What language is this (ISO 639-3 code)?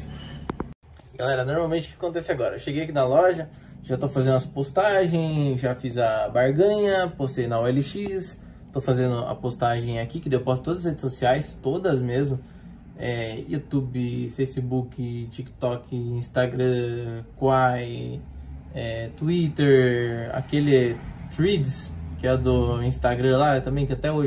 por